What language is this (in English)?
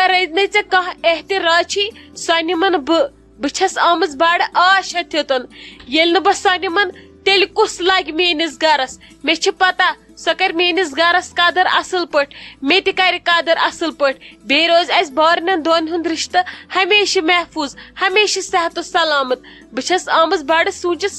Kashmiri